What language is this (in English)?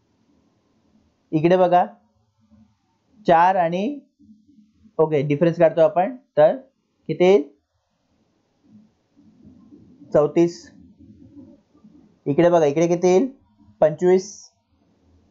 Marathi